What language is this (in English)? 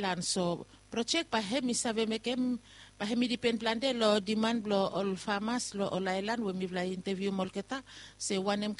Bislama